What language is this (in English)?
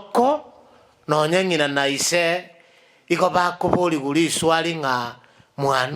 Gusii